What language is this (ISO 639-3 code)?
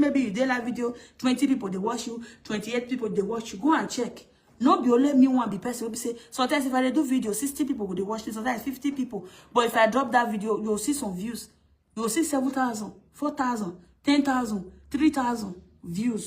pcm